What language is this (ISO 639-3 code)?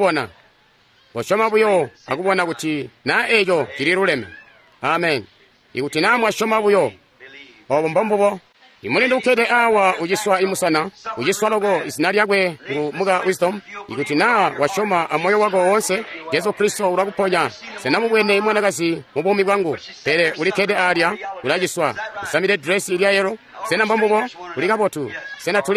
toi